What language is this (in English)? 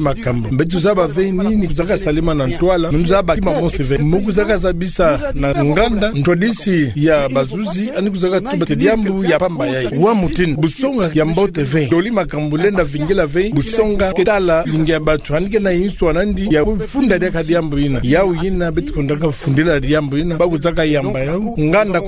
Kituba (Democratic Republic of Congo)